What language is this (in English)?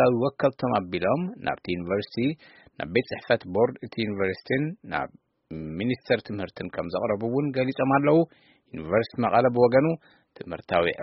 Tigrinya